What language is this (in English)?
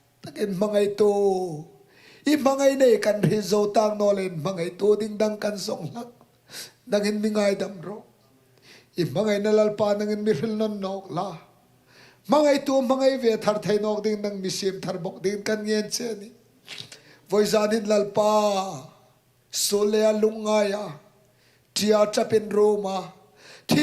Hmar